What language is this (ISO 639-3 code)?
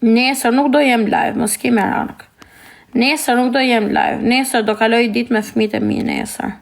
sqi